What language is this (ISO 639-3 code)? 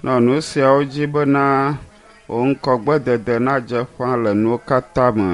ewe